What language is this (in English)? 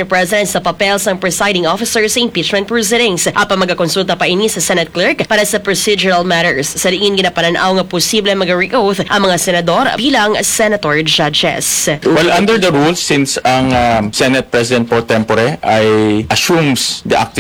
Hiligaynon